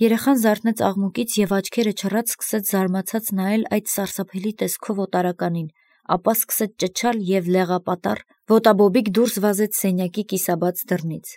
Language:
Armenian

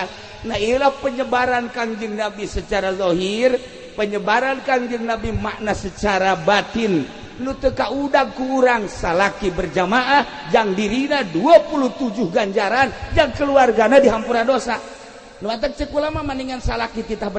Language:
Sundanese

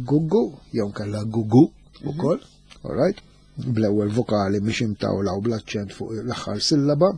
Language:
Maltese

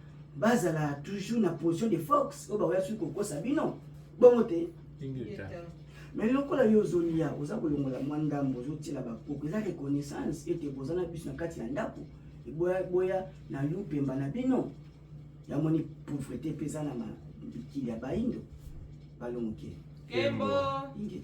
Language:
Lingala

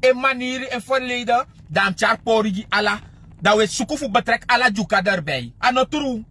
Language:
Sranan Tongo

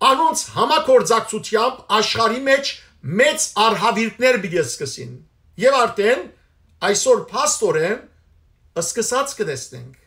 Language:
Western Armenian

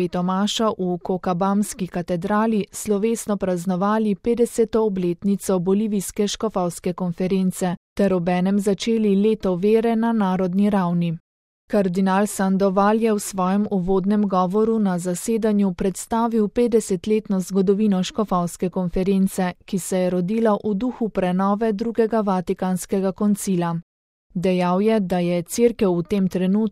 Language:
Slovenian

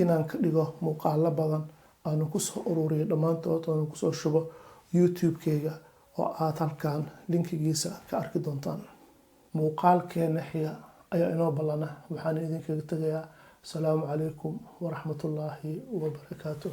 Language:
Somali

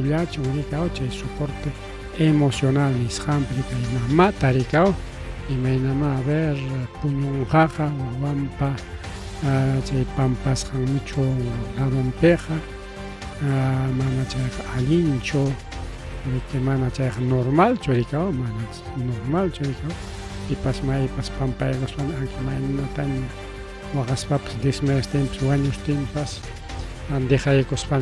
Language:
Ayacucho Quechua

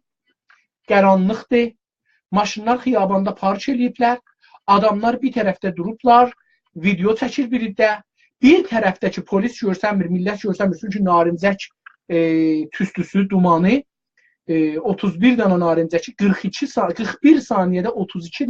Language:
South Azerbaijani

